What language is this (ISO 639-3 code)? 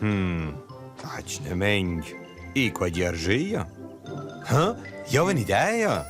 roh